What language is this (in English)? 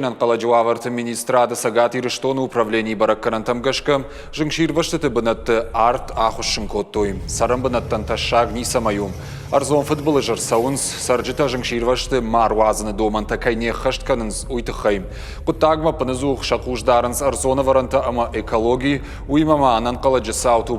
Ossetic